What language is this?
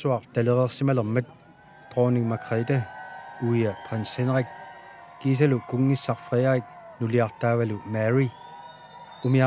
Kalaallisut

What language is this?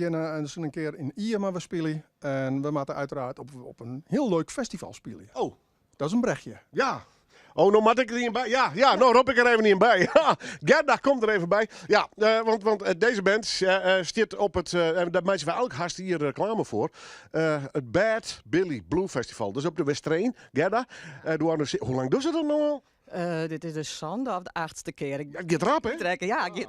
Western Frisian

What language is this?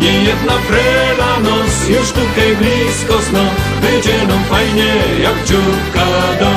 Silesian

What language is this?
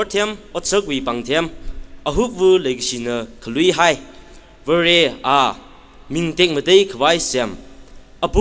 Tangkhul Naga (India)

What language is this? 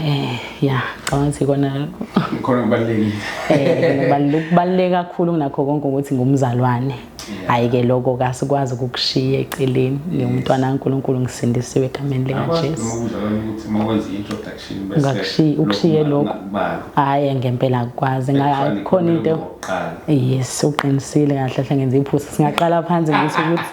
Zulu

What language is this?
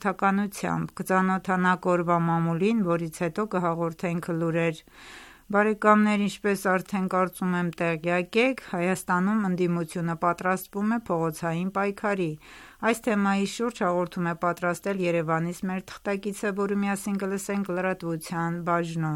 Armenian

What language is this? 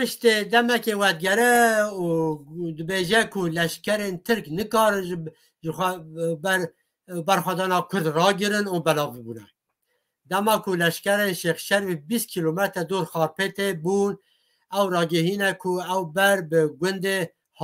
Kurdish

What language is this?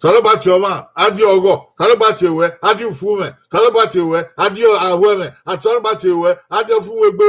Bini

